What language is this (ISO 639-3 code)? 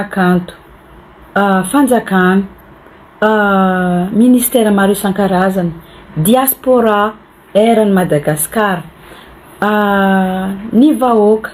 mlg